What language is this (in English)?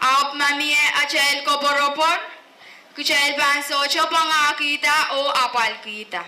Pohnpeian